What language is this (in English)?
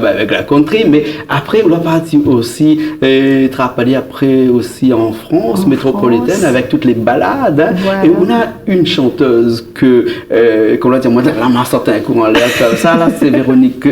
Réunion Creole French